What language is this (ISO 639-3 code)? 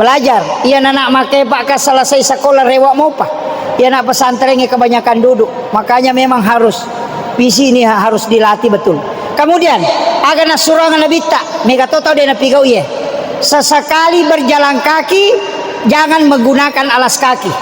bug